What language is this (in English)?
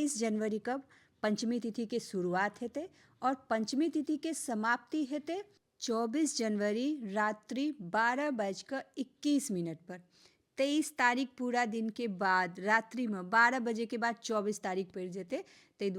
Maithili